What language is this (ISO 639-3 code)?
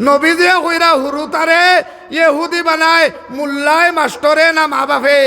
syl